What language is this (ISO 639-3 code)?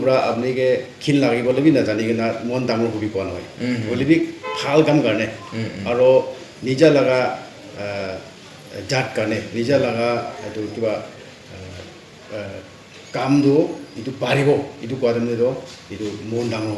nag